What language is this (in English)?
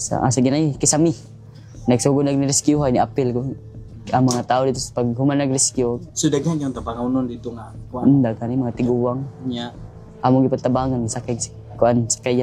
Cebuano